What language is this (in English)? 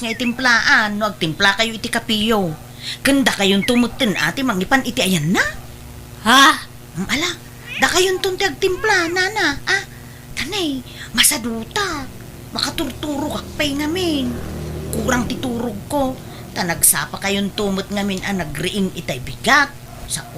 Iloko